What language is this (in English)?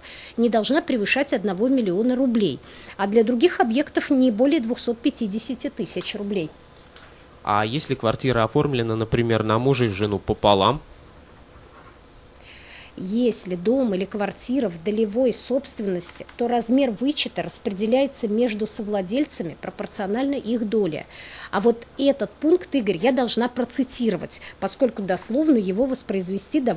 Russian